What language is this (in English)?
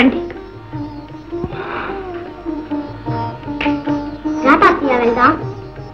Telugu